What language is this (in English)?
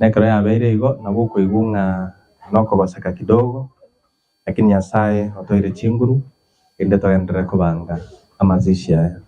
Gusii